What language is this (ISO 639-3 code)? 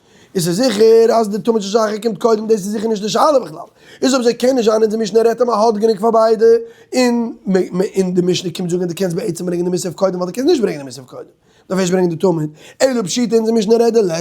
yid